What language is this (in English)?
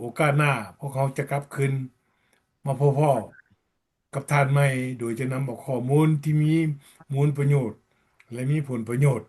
Lao